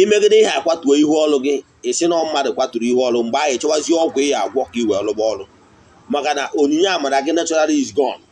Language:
Igbo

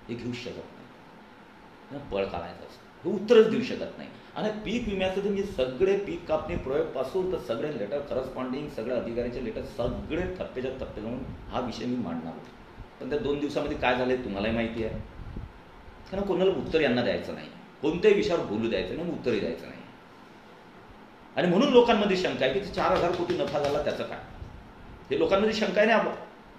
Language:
Marathi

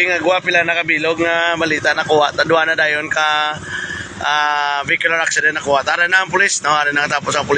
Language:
Hiligaynon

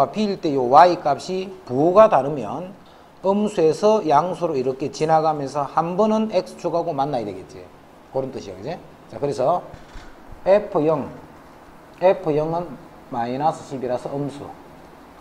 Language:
Korean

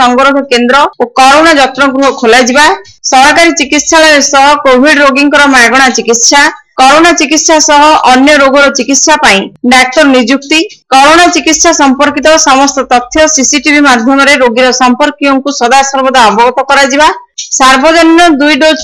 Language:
Odia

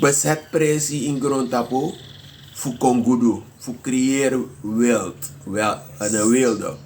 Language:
Sranan Tongo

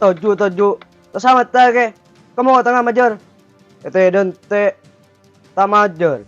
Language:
Madurese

